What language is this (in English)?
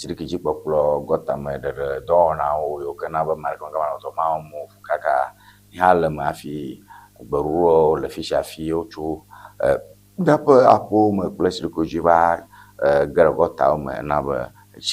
Ewe